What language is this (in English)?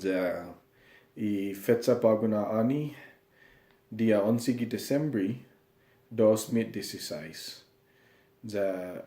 Chamorro